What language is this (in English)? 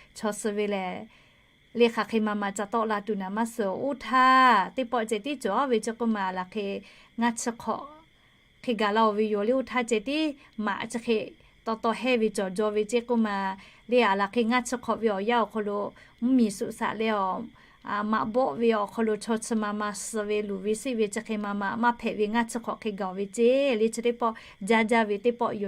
Lahu